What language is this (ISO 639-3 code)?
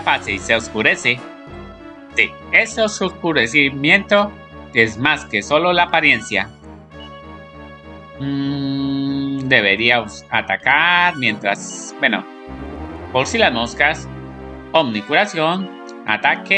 spa